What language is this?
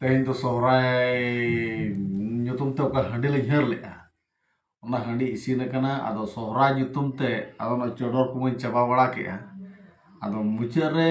Santali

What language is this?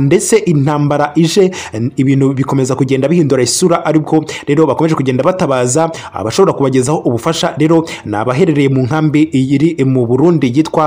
Kinyarwanda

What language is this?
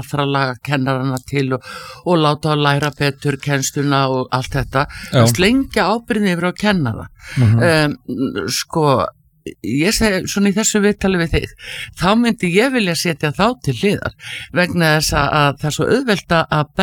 Icelandic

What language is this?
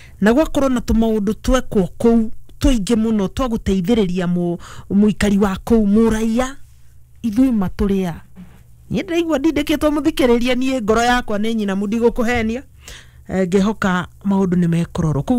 Kikuyu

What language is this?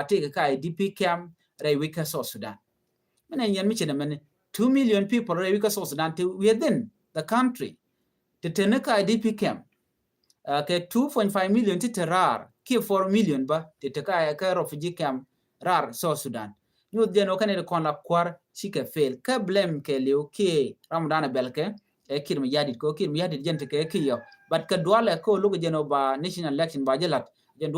Nuer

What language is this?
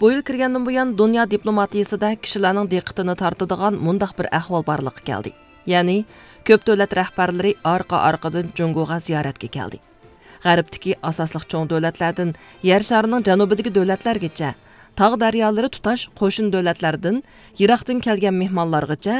Uyghur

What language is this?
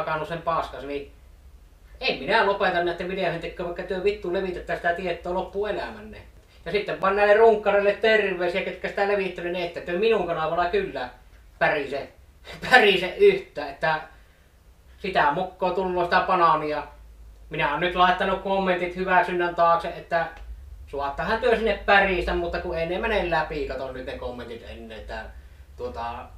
Finnish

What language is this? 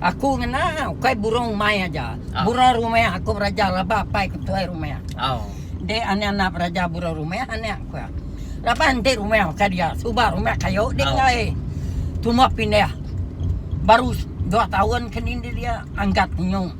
Iban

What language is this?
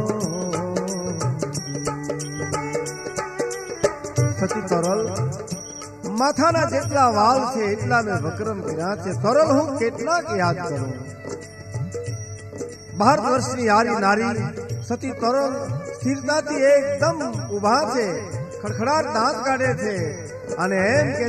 Gujarati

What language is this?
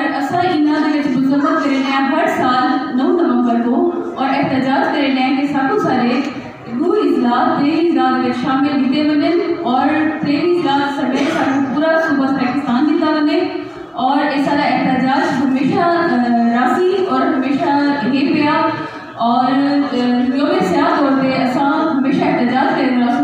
Saraiki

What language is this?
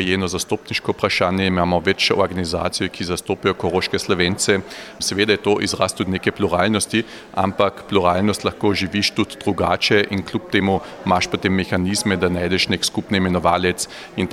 Slovenian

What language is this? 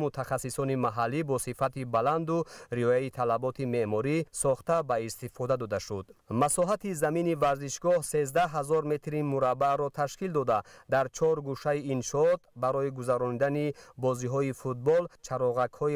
Tajik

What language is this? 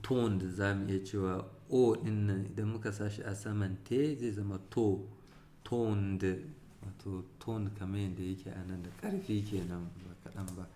Hausa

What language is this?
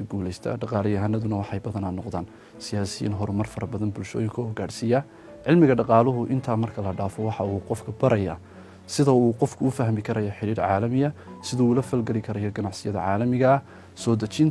Somali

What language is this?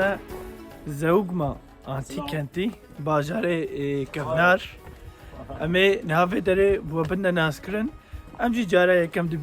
Kurdish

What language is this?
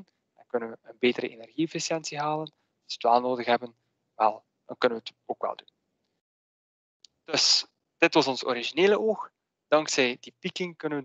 Dutch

